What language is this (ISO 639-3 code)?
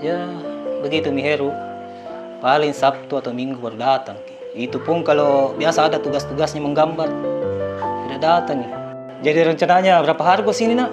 mfp